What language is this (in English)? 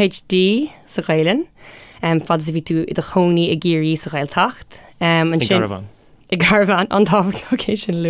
Irish